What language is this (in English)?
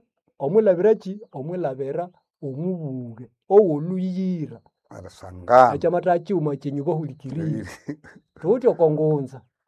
Nande